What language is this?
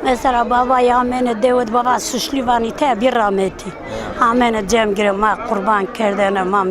Zaza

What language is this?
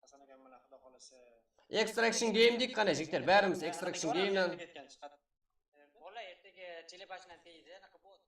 Kara-Kalpak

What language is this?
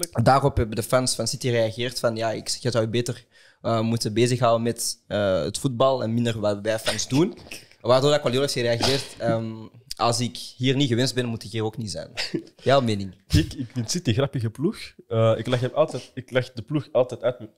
Dutch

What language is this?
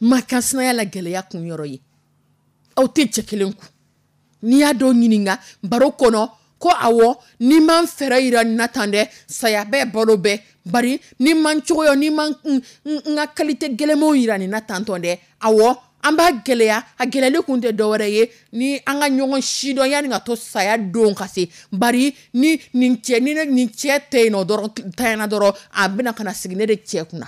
Dyula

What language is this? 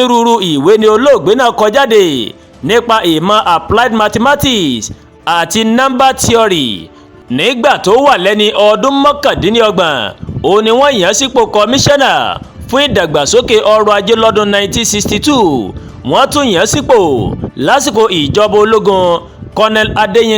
Yoruba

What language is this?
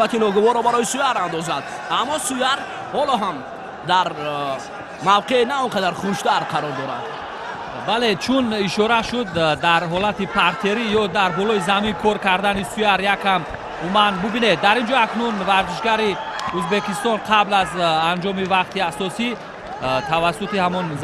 Tajik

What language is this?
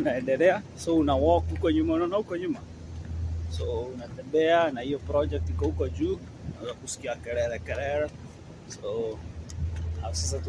Swahili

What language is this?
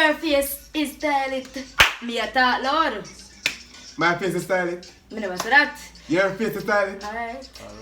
Jamaican Creole English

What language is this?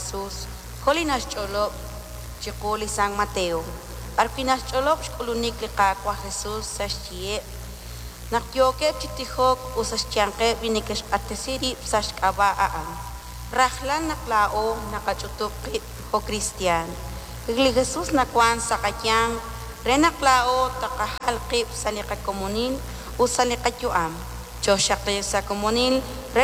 Kekchí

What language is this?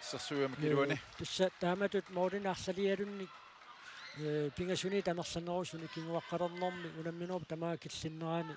Kalaallisut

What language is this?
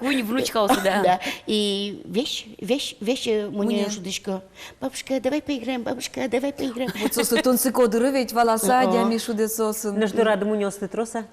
Udmurt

